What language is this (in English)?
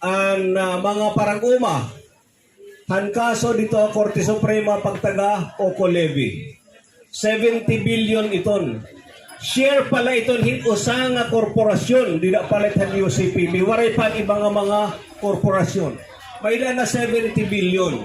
Waray